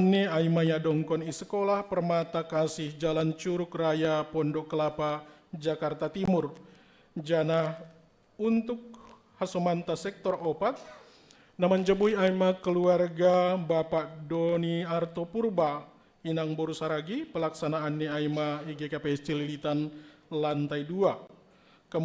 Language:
Batak Simalungun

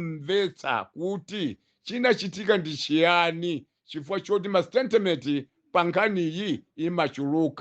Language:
Nyanja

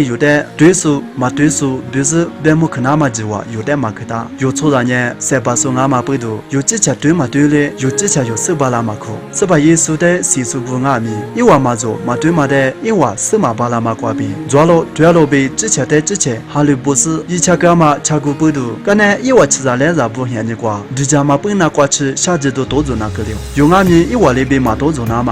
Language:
Lisu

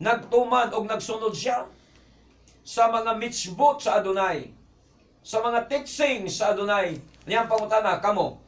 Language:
Cebuano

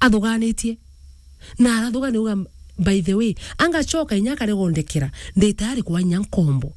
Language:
Meru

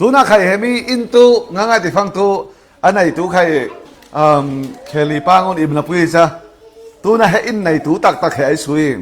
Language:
Falam Chin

